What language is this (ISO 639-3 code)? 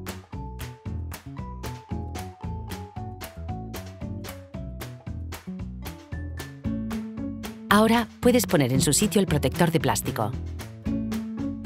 spa